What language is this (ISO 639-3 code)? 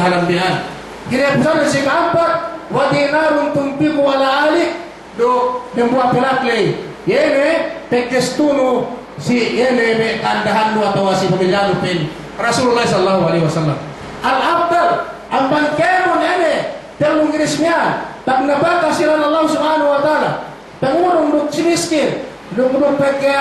yka